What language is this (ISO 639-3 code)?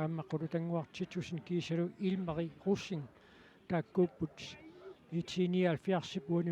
kal